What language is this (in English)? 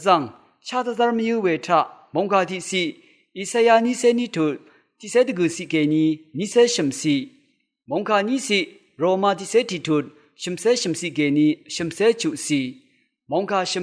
Rawang